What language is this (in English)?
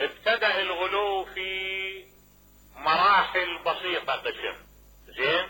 Mesopotamian Arabic